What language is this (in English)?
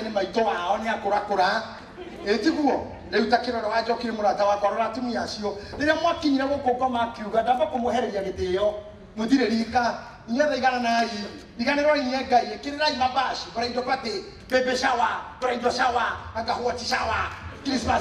Kikuyu